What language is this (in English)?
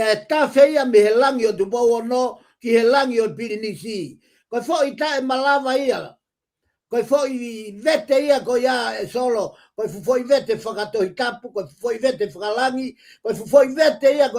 Tongan